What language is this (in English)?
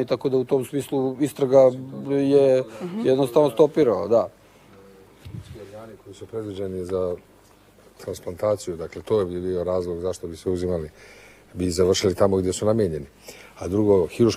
Serbian